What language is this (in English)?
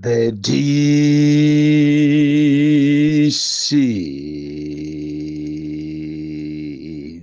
Nyanja